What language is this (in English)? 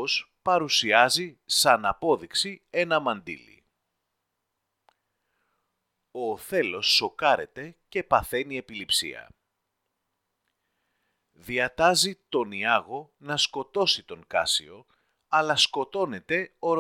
Greek